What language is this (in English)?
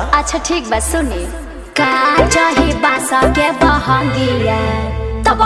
Bhojpuri